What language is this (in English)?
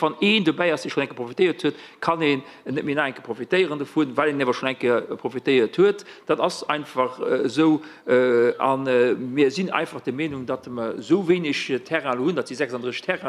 Luxembourgish